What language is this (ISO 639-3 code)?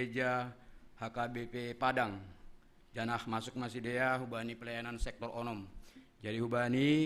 bts